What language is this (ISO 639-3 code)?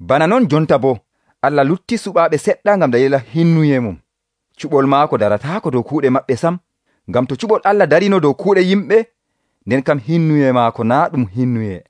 fuv